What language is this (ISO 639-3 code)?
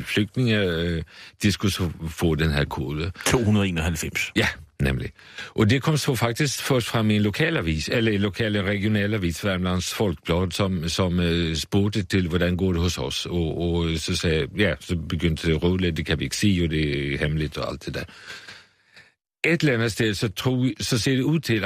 dan